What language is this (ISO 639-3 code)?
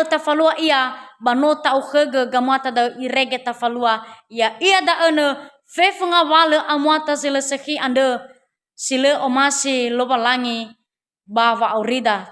nia